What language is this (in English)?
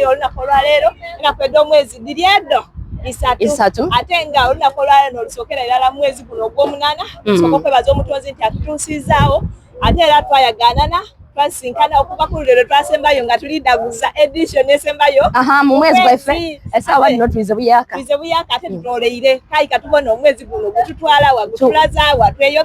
Soga